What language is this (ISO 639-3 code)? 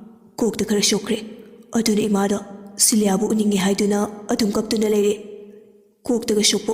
mni